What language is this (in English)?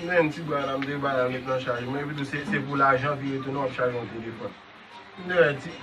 Haitian Creole